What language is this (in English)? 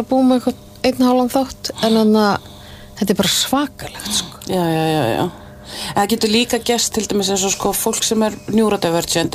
Icelandic